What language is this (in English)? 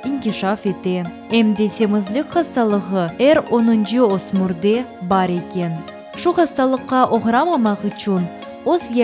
Crimean Tatar